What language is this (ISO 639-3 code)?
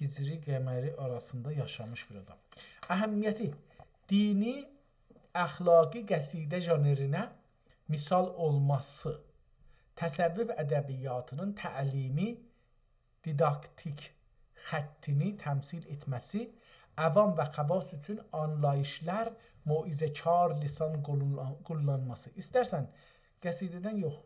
azb